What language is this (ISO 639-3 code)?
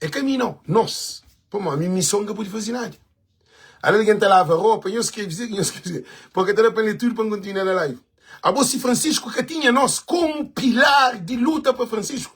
kea